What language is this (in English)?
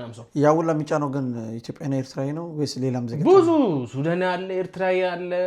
Amharic